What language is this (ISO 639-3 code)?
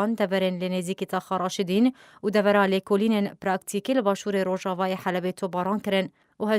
kur